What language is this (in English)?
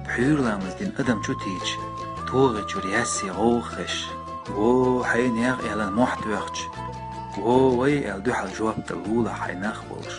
Chechen